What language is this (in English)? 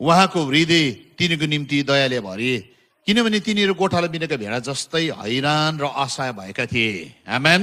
Nepali